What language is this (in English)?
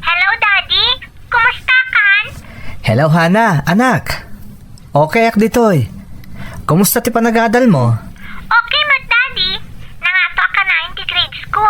Iloko